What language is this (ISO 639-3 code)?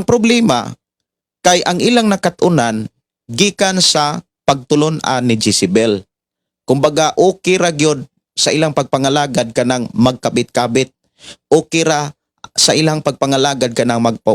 ceb